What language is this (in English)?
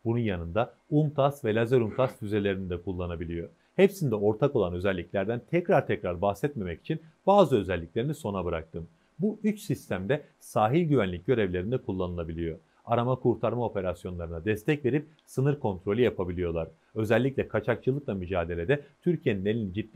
Turkish